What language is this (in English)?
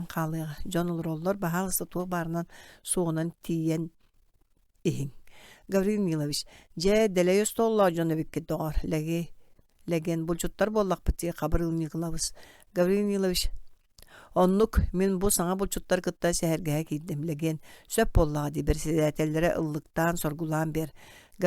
Yakut